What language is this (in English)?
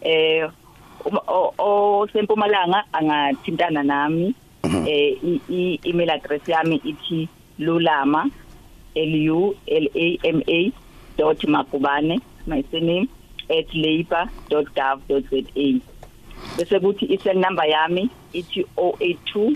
South Ndebele